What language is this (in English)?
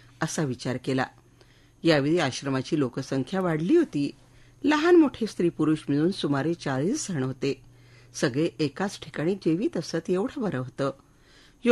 Marathi